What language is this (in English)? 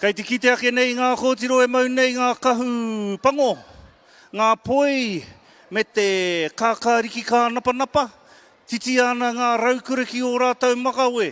Māori